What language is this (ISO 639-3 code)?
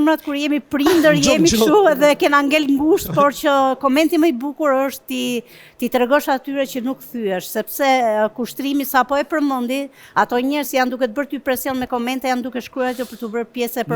sqi